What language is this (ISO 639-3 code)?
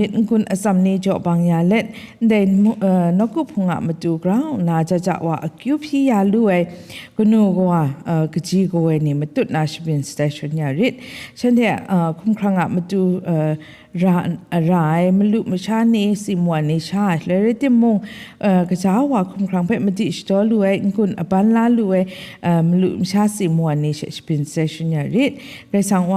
kac